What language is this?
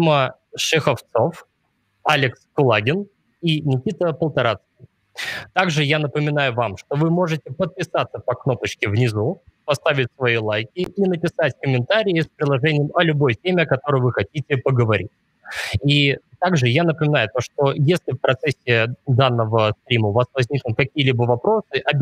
Russian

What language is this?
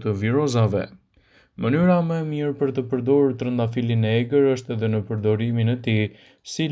Albanian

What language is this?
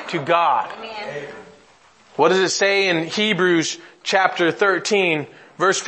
English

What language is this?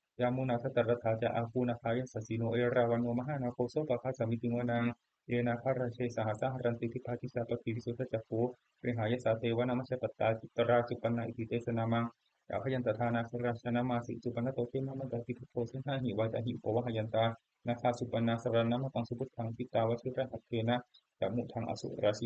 Pali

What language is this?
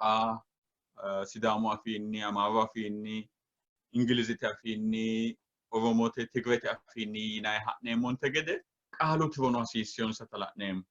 Sidamo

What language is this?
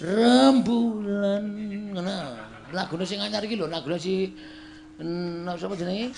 Javanese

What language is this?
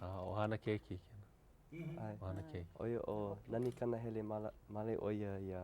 Hawaiian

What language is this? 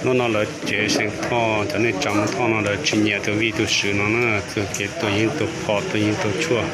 Hmong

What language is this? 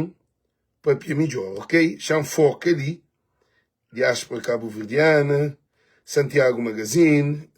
Kabuverdianu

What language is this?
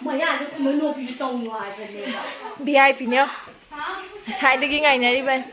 Manipuri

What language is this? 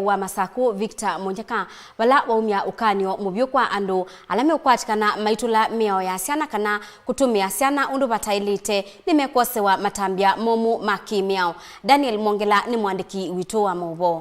Kamba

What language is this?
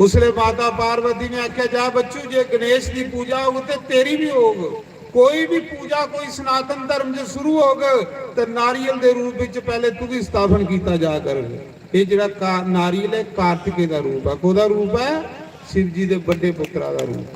Dogri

